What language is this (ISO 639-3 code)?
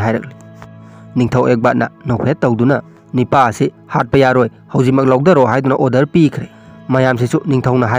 mni